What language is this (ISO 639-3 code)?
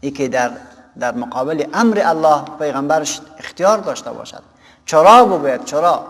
fas